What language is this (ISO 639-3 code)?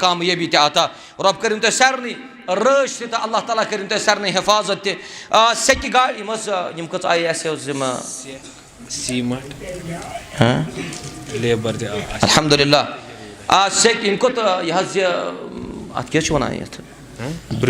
kas